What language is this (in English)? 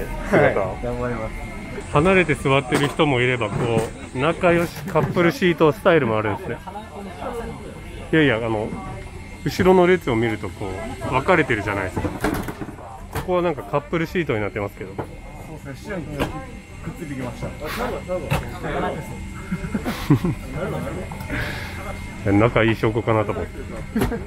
Japanese